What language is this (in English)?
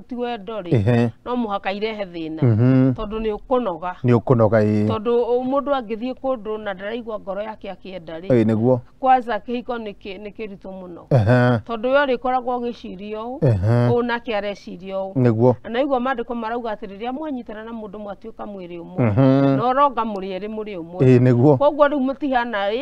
Kikuyu